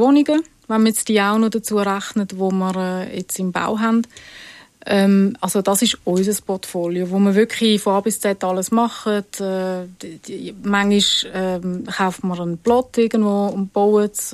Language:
Swiss German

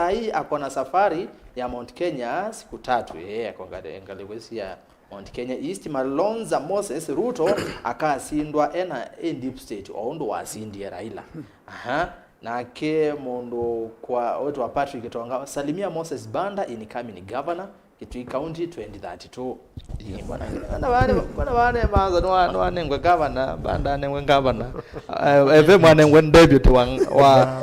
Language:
Kamba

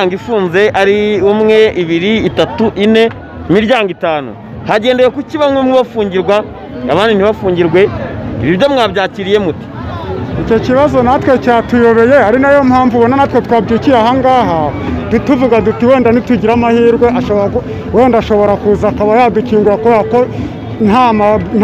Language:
Kinyarwanda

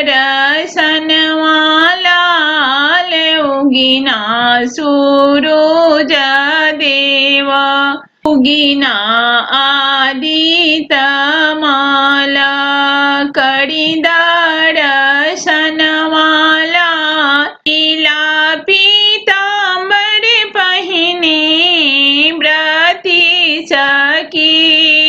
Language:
Bhojpuri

